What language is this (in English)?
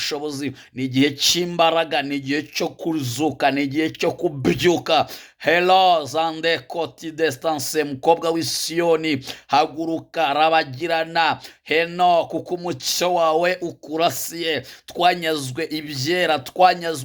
Kinyarwanda